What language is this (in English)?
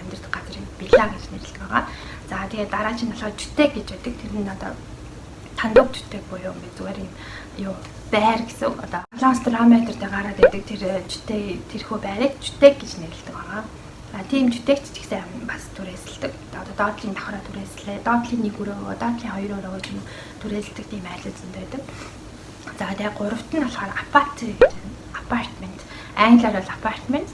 Mongolian